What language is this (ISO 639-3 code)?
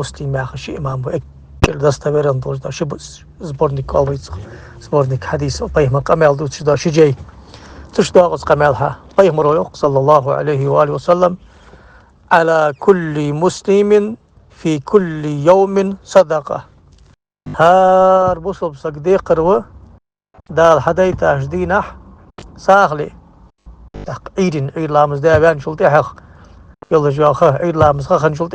inh